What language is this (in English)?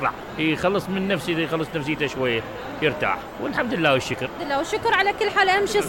Mesopotamian Arabic